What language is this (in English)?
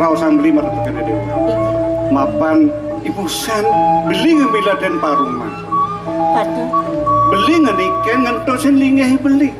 Balinese